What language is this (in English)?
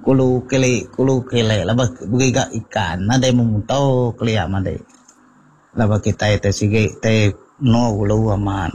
Iban